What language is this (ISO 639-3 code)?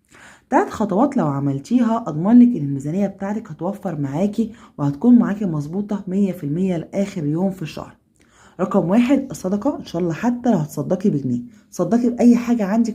arz